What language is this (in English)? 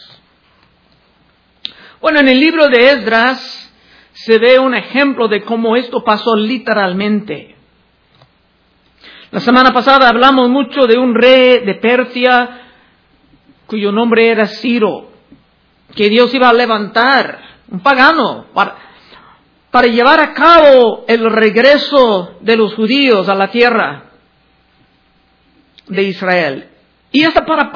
Spanish